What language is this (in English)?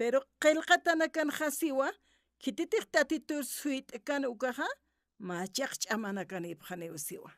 Aymara